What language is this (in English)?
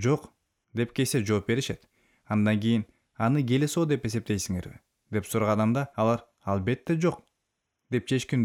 Kyrgyz